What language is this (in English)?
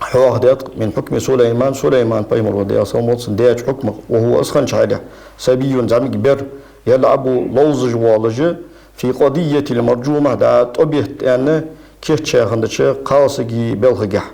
Ingush